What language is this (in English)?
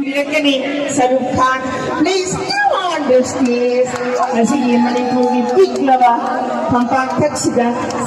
Manipuri